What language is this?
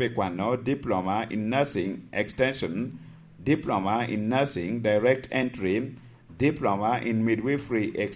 Lango (Uganda)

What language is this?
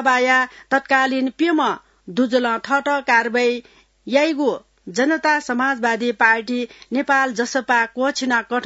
Newari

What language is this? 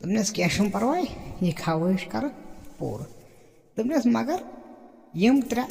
Kashmiri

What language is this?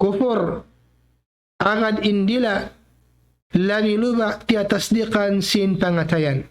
Tausug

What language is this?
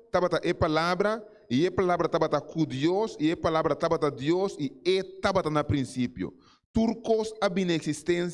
Papiamento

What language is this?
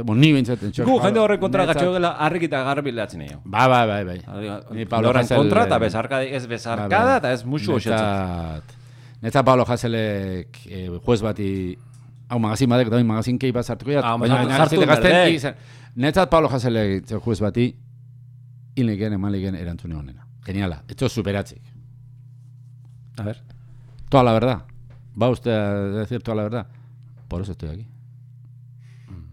Basque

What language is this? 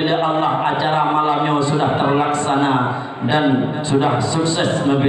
Achinese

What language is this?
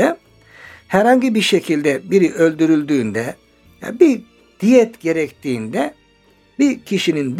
Turkish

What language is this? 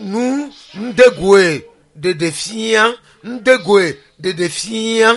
Ewe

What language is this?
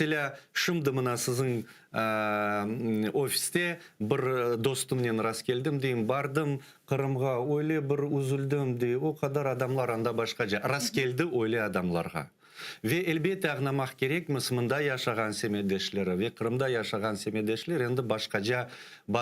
Crimean Tatar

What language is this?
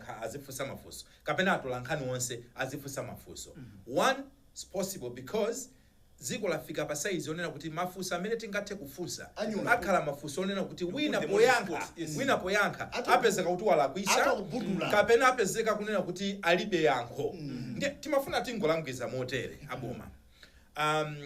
Nyanja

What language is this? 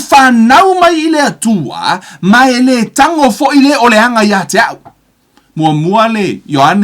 Samoan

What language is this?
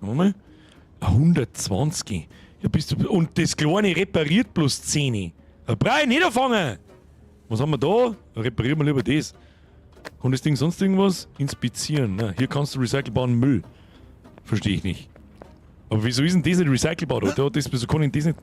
Bavarian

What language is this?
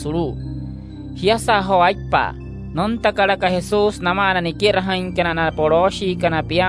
Wayuu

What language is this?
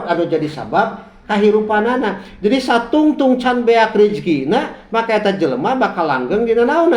Sundanese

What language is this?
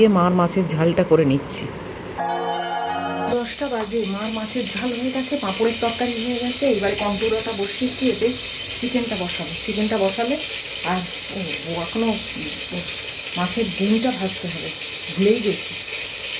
Bangla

